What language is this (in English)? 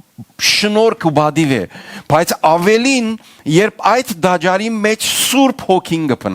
Western Armenian